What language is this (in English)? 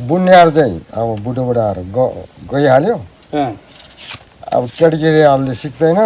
Nepali